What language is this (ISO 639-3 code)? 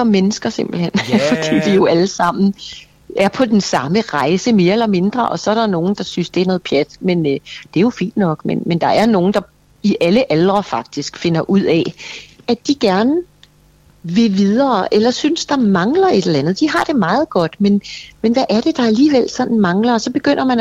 dan